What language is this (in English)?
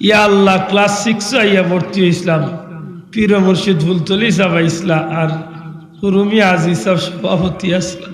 Sylheti